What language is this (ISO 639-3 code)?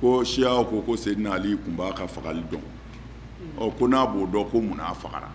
bam